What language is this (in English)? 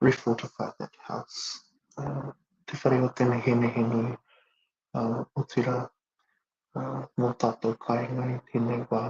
Māori